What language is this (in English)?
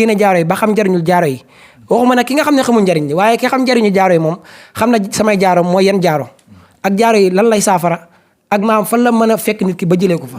Wolof